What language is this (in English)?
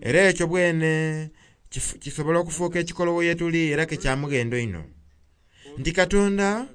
Soga